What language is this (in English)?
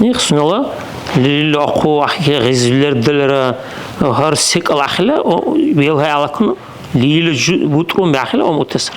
Dargwa